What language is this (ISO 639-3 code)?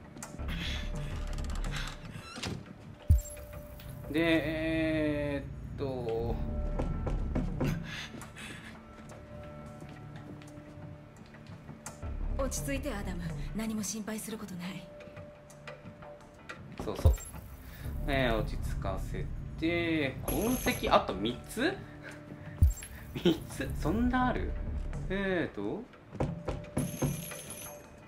jpn